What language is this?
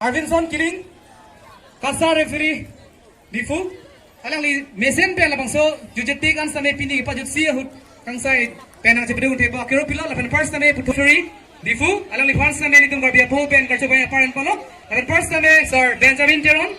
Karbi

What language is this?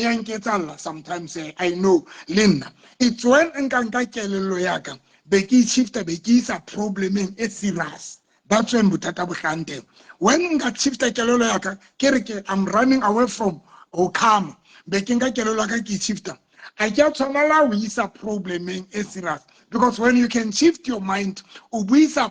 Southern Sotho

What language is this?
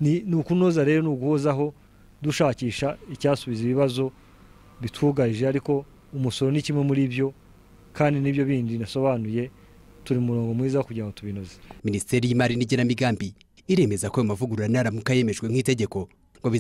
Kinyarwanda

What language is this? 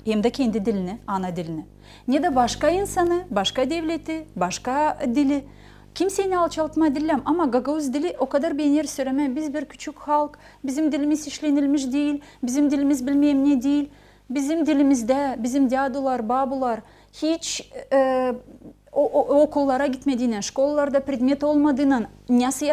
Gagauz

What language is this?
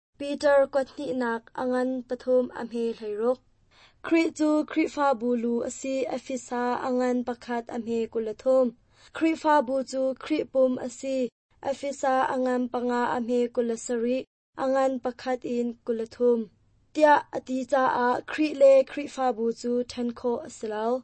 Hakha Chin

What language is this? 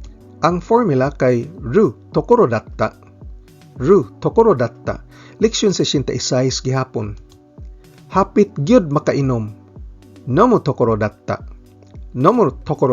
Cebuano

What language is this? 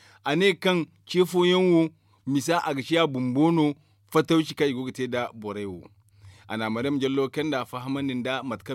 Zarma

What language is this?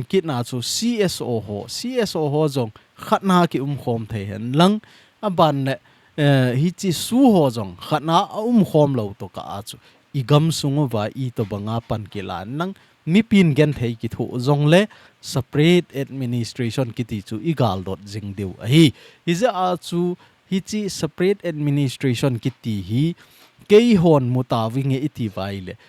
Thado Chin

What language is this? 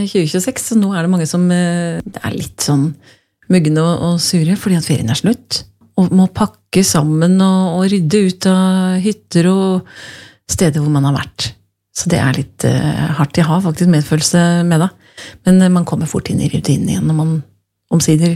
Norwegian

